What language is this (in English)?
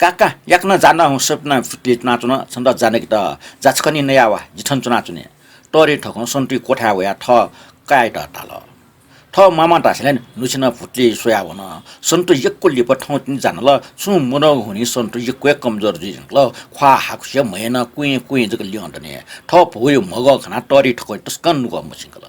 Newari